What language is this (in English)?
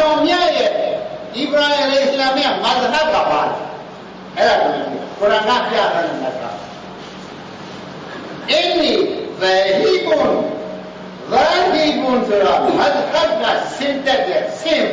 Burmese